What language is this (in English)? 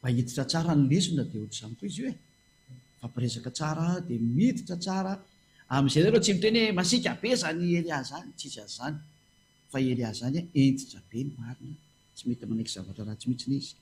Malagasy